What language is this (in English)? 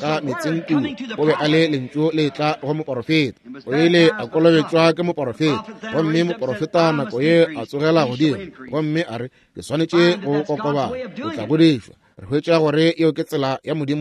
Northern Sotho